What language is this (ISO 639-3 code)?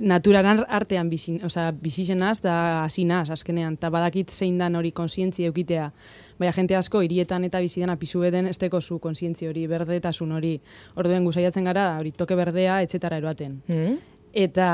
eus